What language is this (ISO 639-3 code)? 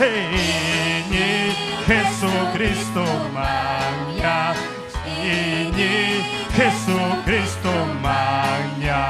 quy